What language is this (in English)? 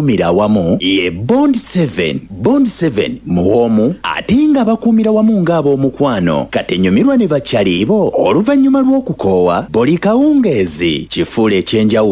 Ganda